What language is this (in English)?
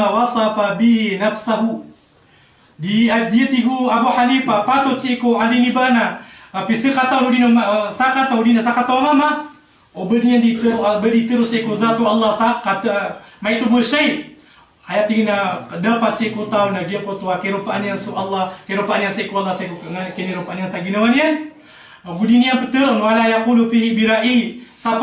Maranao